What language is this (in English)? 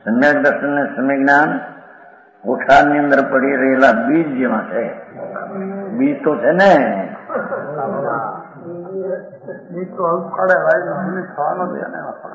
Gujarati